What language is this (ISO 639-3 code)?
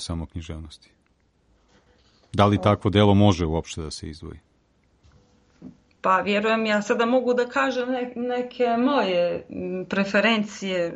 srp